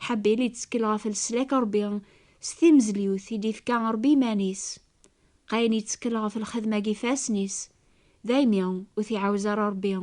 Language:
Kabyle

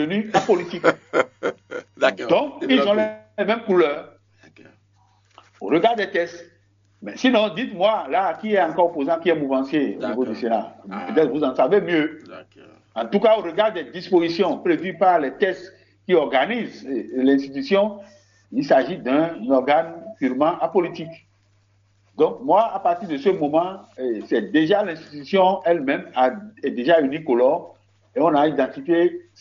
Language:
French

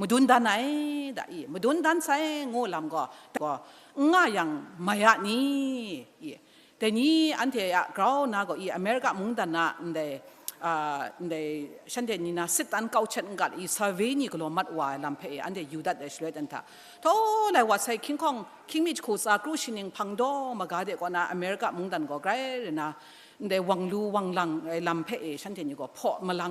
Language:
Kachin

